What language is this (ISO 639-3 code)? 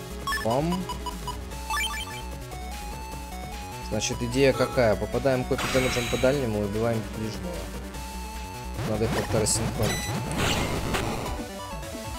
rus